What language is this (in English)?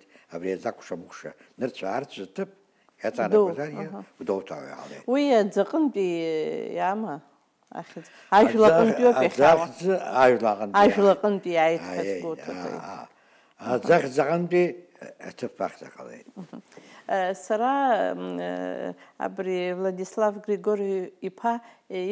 Abkhazian